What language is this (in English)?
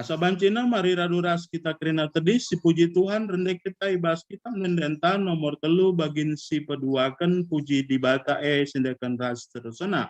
Batak Karo